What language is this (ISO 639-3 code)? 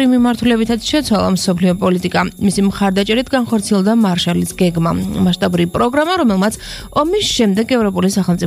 kat